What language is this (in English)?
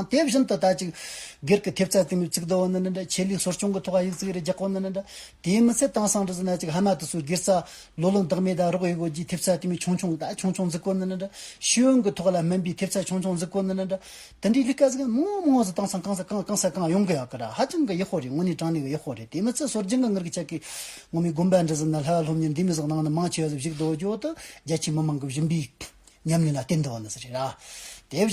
Amdo Tibetan